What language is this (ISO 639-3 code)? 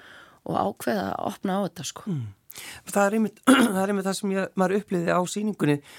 isl